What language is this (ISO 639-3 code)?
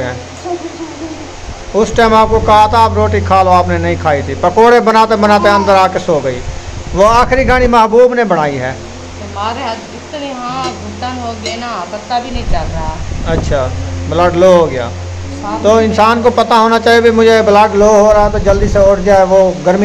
hin